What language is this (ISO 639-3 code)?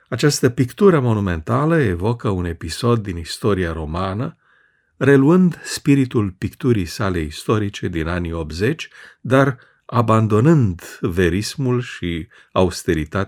ron